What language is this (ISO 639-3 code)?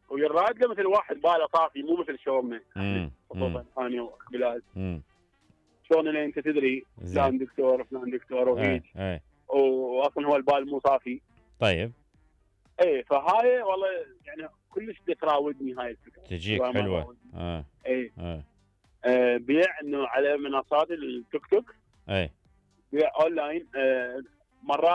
acm